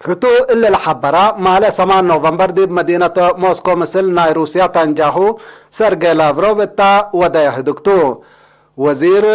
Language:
Tigre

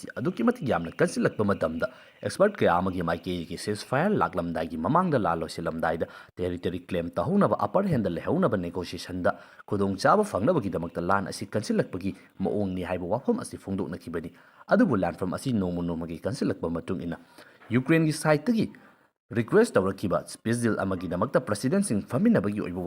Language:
Manipuri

